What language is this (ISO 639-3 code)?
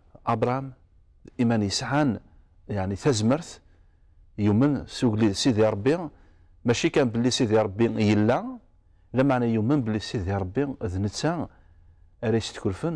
kab